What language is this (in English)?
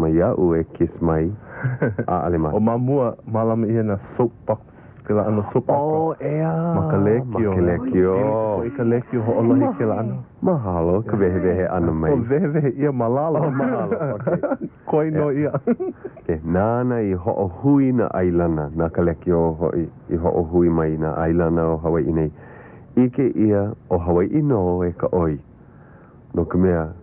Hawaiian